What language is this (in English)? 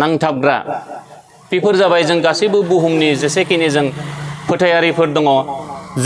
Bodo